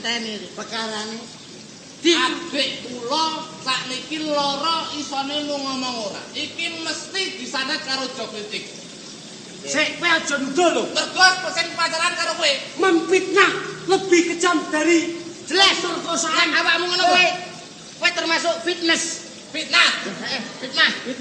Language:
Javanese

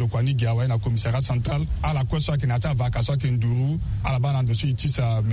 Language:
Sango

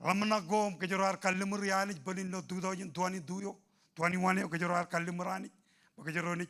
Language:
Marshallese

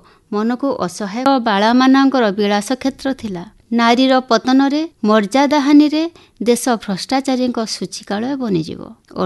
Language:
Odia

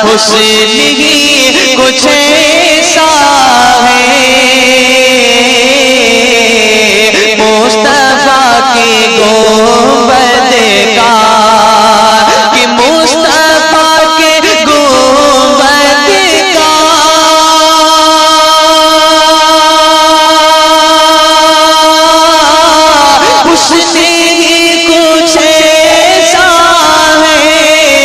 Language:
Urdu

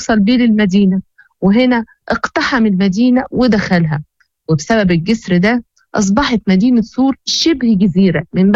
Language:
Moroccan Arabic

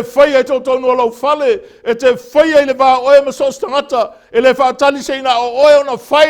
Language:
Samoan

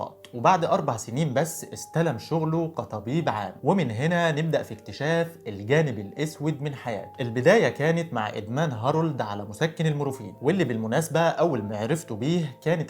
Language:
Egyptian Arabic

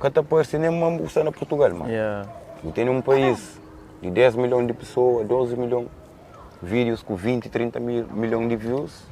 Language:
Kabuverdianu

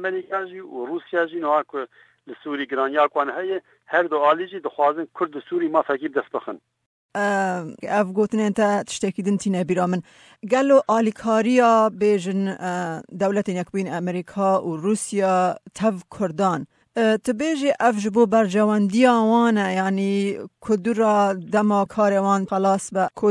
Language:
Kurdish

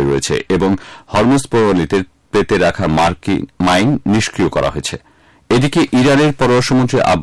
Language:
Bangla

